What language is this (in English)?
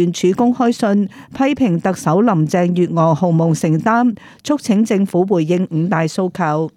Cantonese